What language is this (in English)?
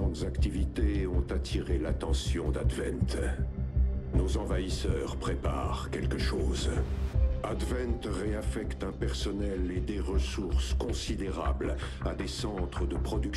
French